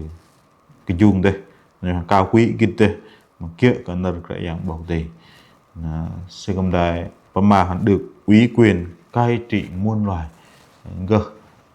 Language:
Bahnar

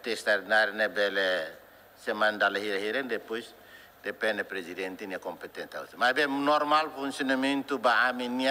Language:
Tetum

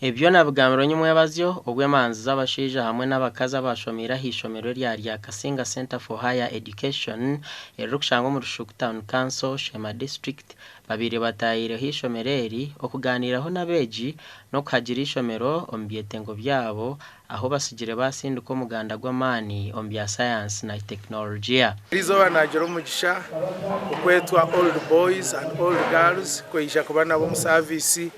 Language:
Nyankole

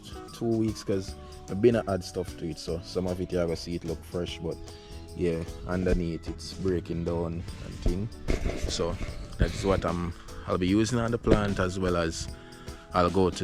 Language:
Jamaican Creole English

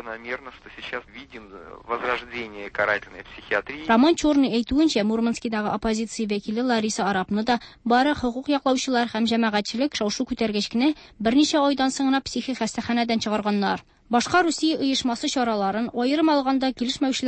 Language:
Tatar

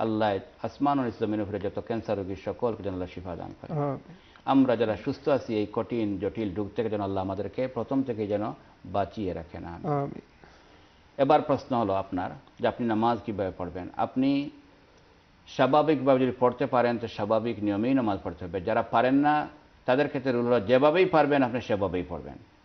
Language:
Bangla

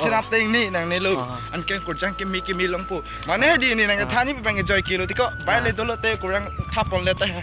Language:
Karbi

